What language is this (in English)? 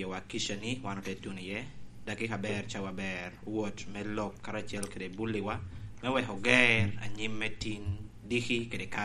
Lango (Uganda)